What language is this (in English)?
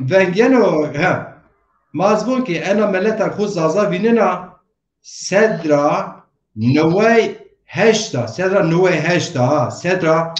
Zaza